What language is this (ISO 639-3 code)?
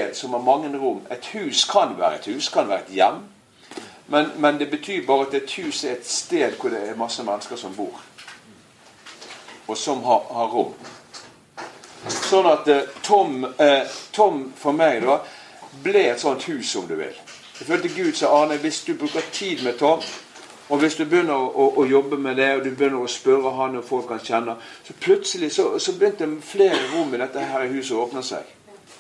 nor